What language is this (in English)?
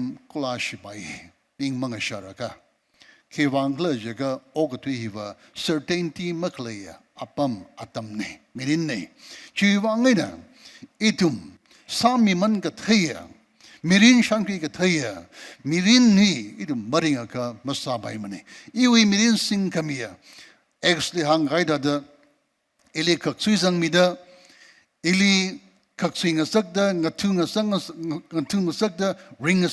Tangkhul Naga (India)